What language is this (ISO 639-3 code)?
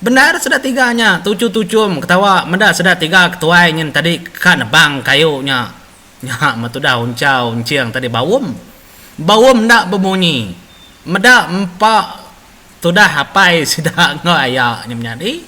iba